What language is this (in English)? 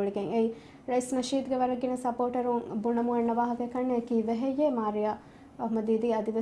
Divehi